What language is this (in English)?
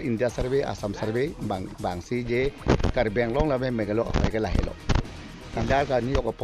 Karbi